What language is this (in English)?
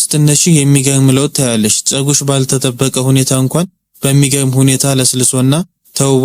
Amharic